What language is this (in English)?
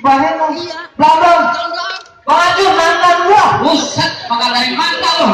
Betawi